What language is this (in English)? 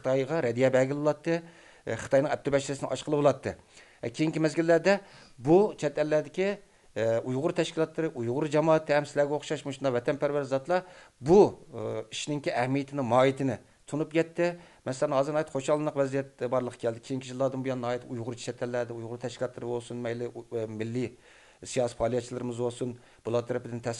Uyghur